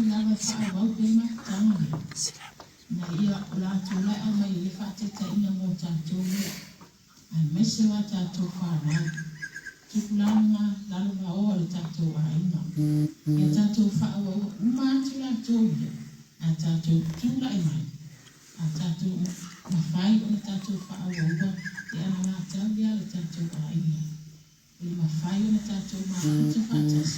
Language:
Samoan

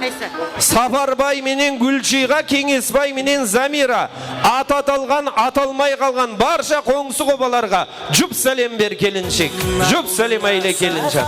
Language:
Kara-Kalpak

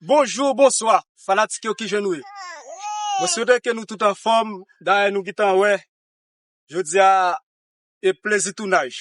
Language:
Haitian Creole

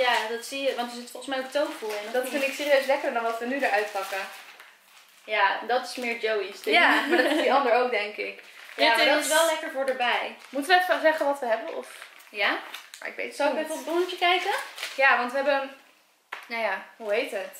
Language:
Dutch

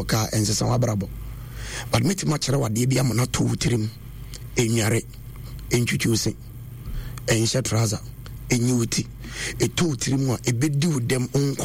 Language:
Akan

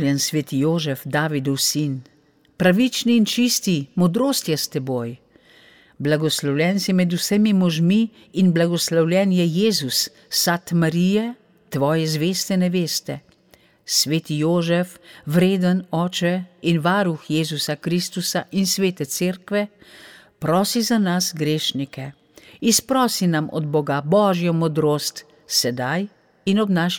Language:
Slovenian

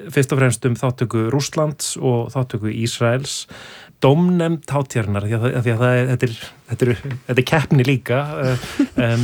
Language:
Icelandic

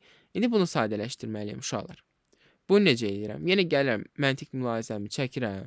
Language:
Azerbaijani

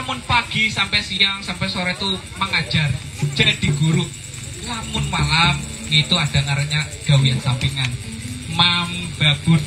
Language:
Banjar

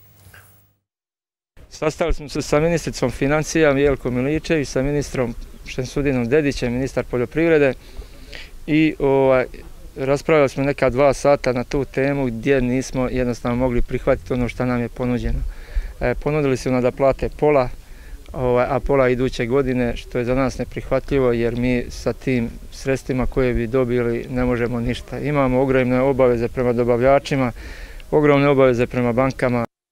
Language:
Bosnian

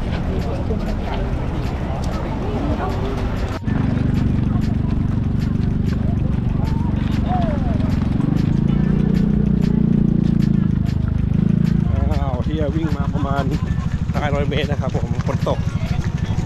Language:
Thai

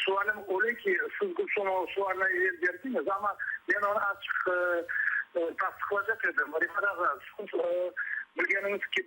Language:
Crimean Tatar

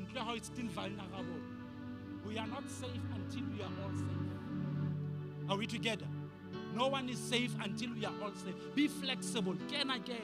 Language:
Southern Sotho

